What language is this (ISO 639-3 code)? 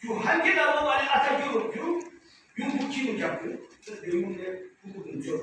yim